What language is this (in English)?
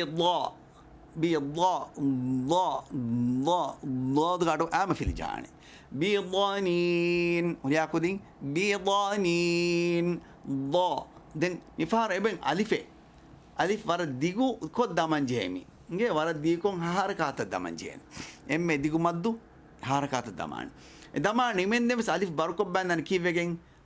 Divehi